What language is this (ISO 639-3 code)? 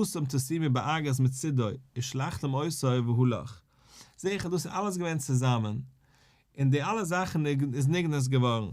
yid